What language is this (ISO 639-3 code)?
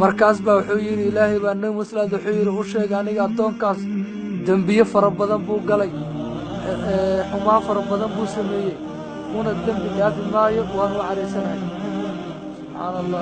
som